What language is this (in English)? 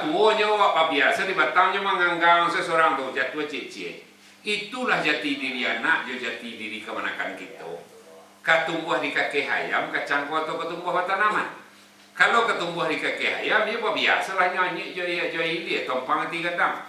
Minangkabau